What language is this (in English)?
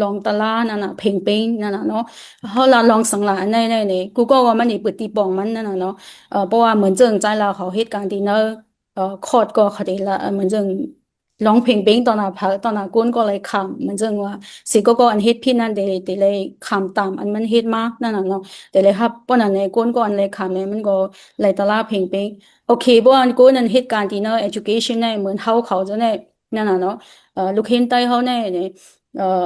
Shan